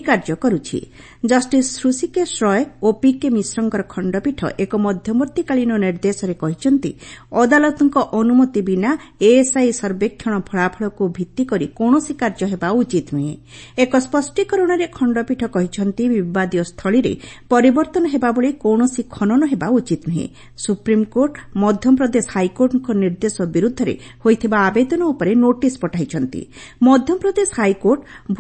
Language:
Odia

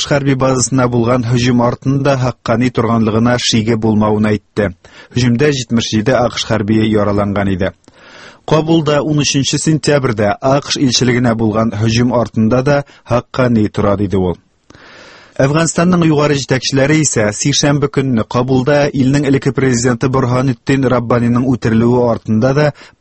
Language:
Tatar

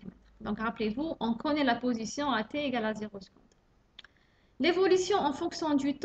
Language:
French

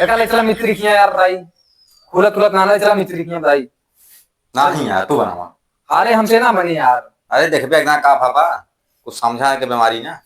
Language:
Awadhi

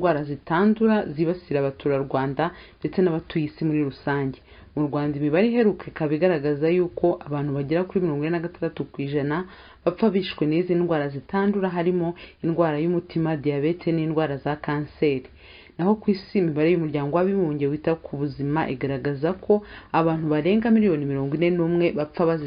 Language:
Kinyarwanda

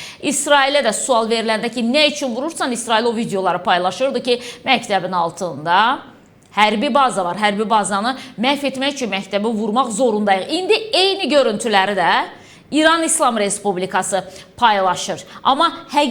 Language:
Azerbaijani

